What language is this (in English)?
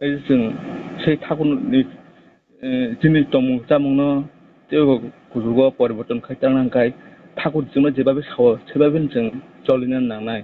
Kok Borok